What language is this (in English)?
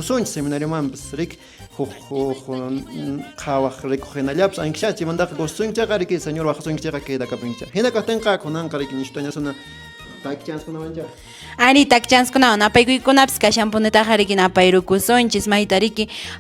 Quechua